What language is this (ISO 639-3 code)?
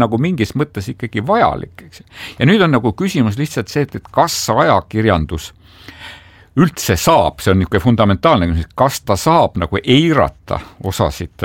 est